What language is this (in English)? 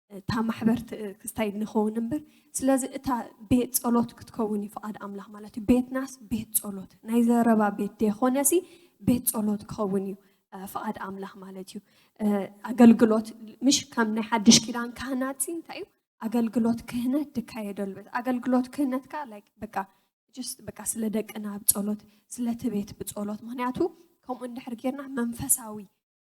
Tigrinya